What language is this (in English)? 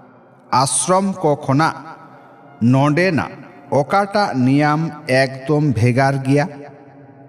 Santali